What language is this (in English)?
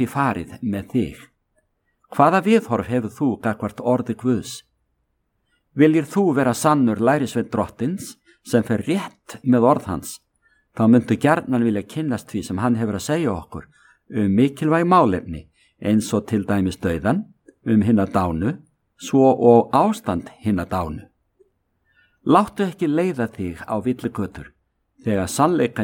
Icelandic